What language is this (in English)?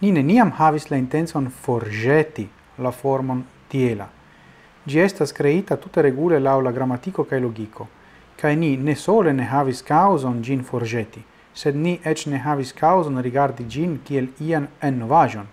Esperanto